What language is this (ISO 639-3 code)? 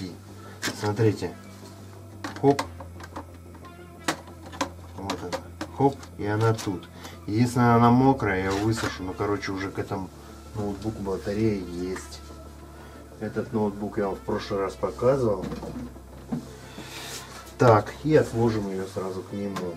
rus